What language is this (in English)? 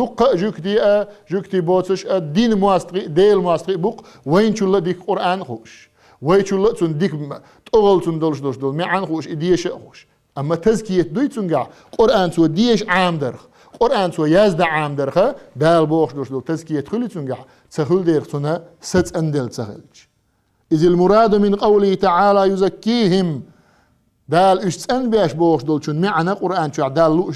Chechen